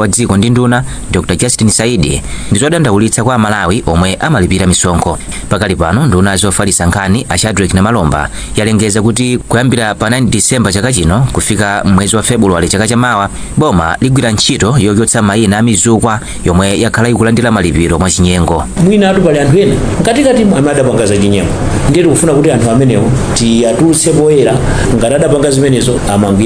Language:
Nyanja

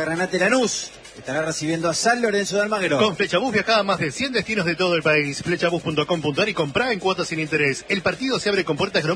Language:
Spanish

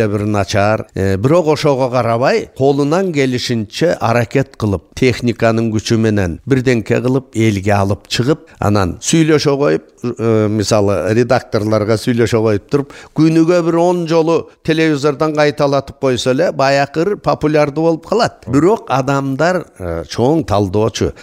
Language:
Kyrgyz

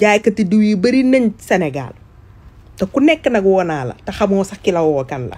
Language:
Wolof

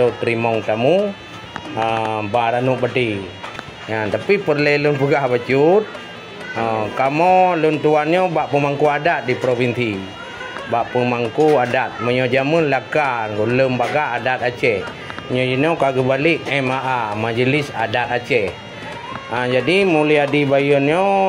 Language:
Achinese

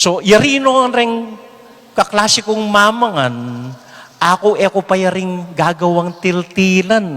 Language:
Pampanga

